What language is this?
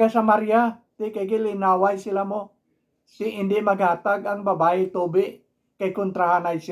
Hiligaynon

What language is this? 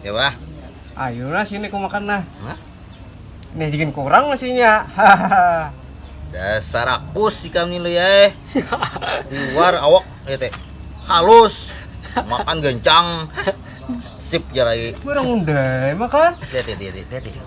Banjar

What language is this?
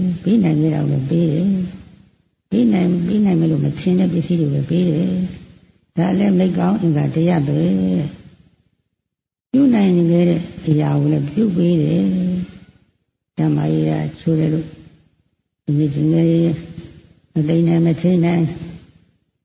Burmese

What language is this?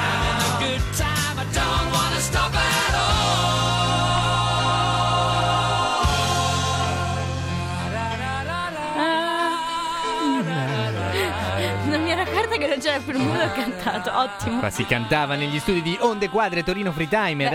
Italian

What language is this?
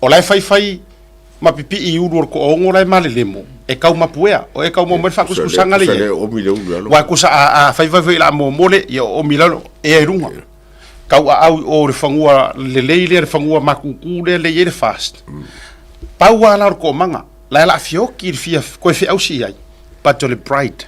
Samoan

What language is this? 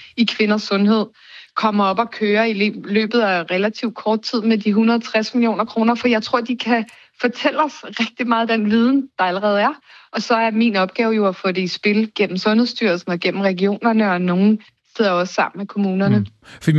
Danish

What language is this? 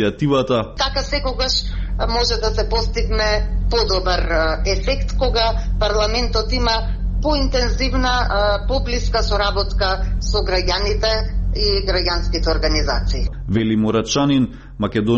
Macedonian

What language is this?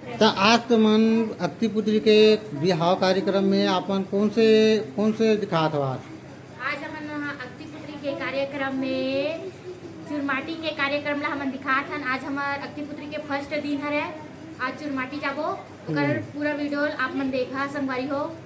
Chhattisgarhi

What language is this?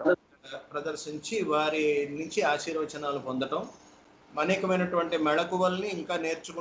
Telugu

